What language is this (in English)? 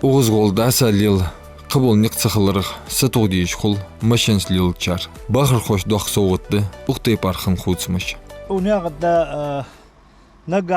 Ingush